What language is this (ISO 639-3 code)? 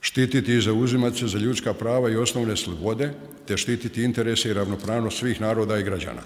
bos